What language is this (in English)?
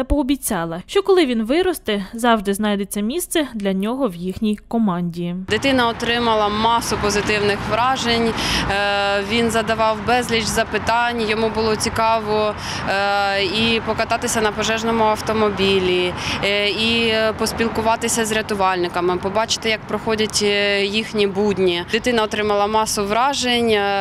Ukrainian